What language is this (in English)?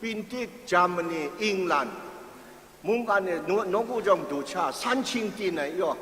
Kachin